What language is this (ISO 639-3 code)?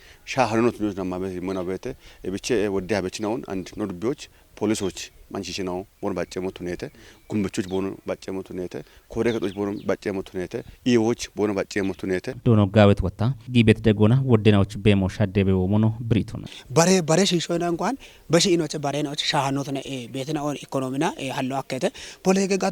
kbr